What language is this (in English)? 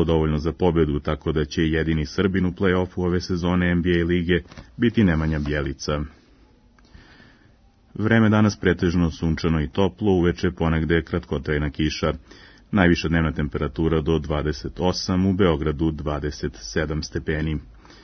Serbian